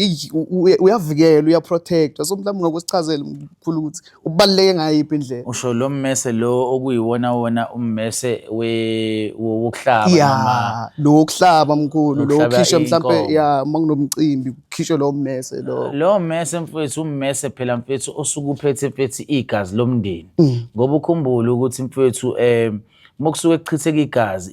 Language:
Zulu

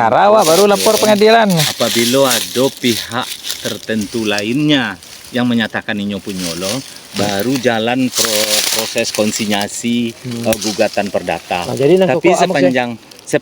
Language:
Minangkabau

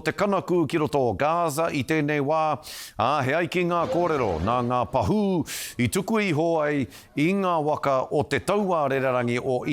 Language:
Māori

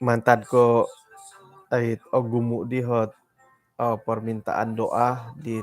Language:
Central Dusun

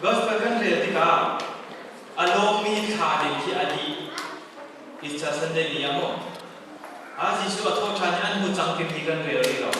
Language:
Hakha Chin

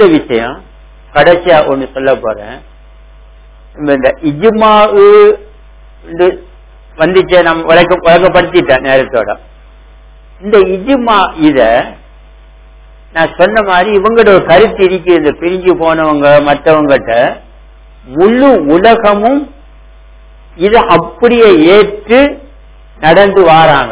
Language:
Tamil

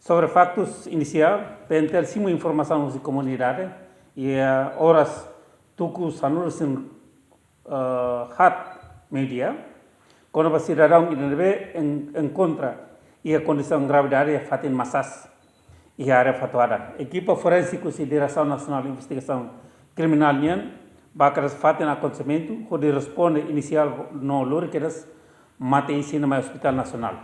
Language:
Tetum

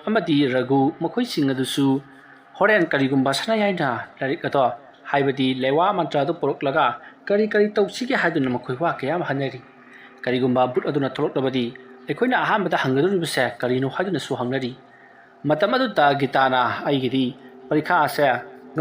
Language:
Manipuri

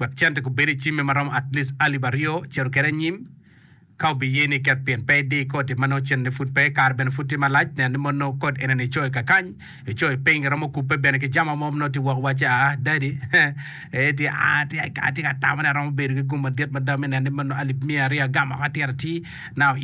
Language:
Acoli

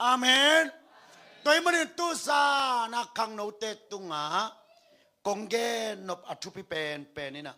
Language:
Tedim Chin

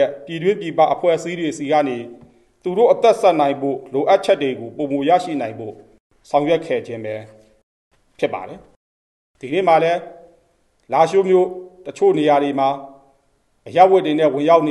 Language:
Burmese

